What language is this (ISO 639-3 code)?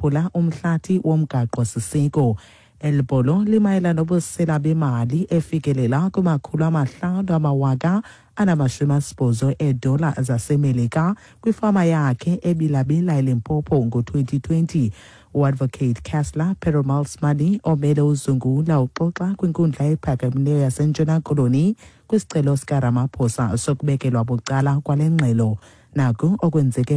xho